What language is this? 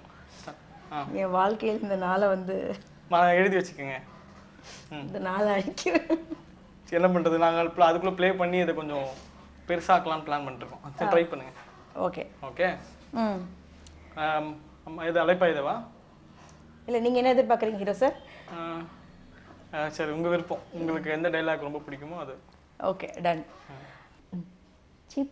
Tamil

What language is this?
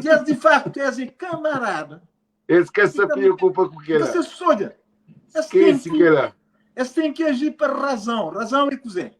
Kabuverdianu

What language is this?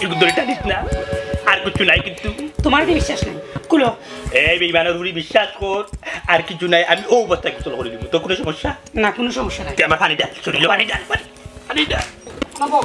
Sylheti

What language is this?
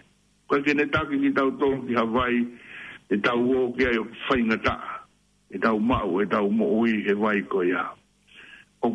Tongan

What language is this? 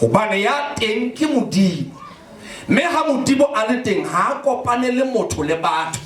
Southern Sotho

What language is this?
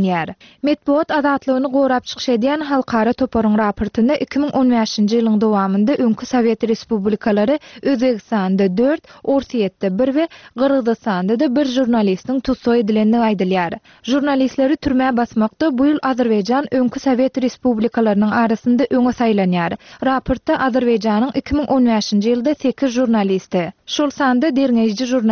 Turkmen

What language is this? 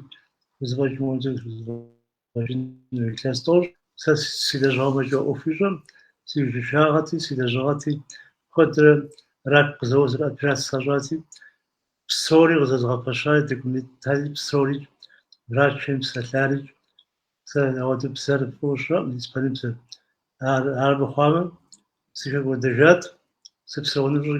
Kabardian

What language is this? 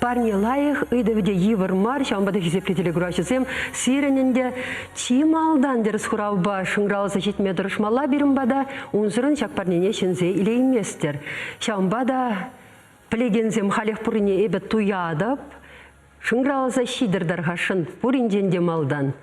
Chuvash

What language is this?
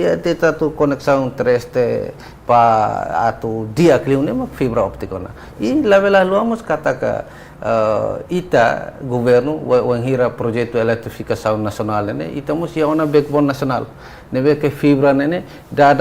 Tetum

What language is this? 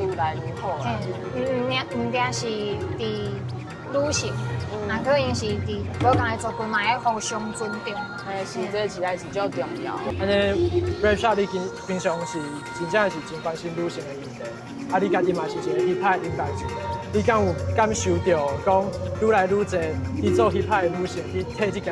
Min Nan Chinese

